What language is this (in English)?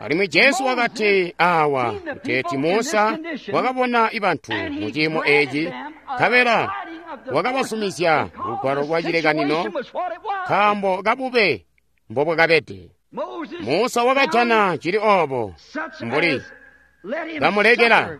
Tonga (Zambia)